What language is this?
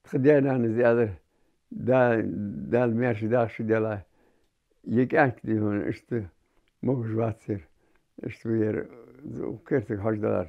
Ingush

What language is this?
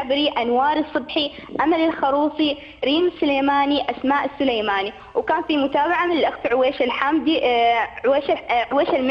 Arabic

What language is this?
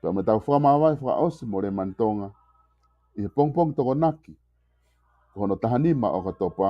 Tongan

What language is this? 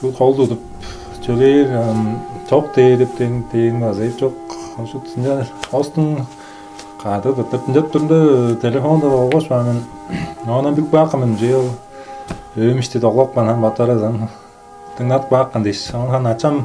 Tuvinian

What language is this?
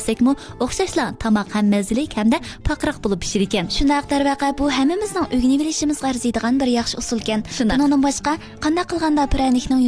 Uyghur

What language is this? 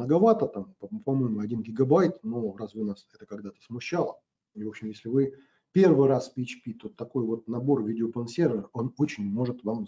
Russian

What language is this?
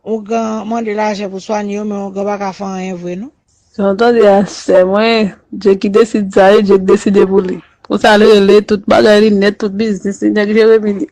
Haitian Creole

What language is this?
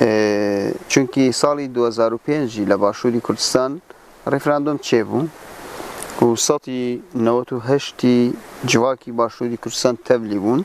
Kurdish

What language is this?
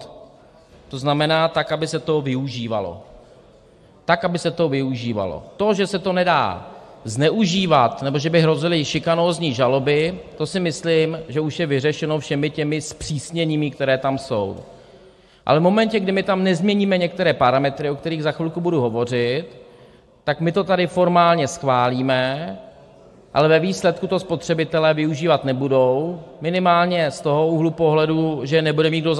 Czech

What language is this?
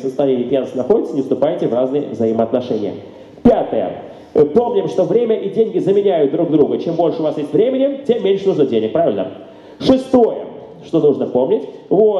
Russian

